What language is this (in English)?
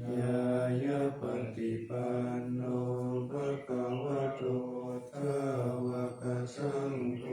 Pali